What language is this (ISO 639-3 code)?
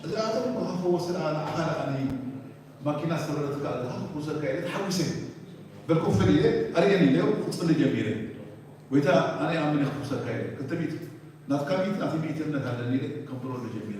tir